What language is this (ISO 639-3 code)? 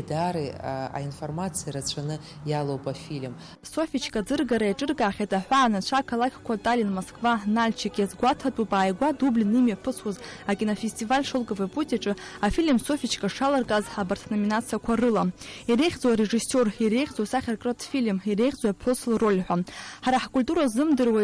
abk